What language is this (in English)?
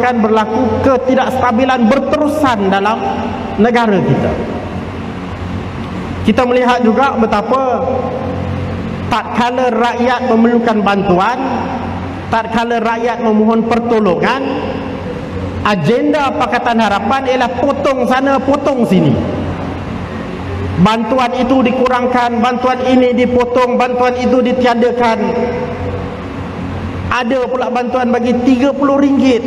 Malay